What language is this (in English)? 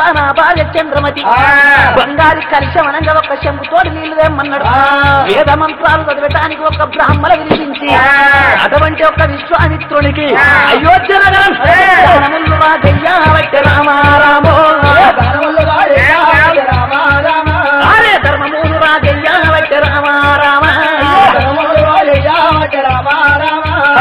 Telugu